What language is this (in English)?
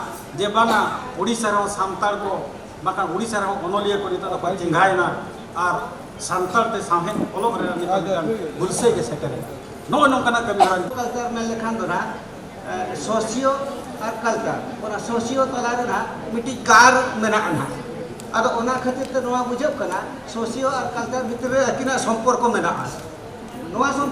Santali